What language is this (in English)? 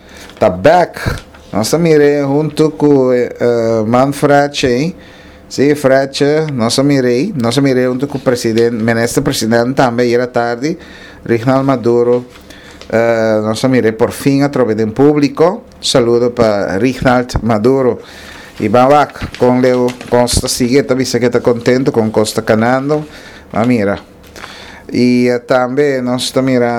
Papiamento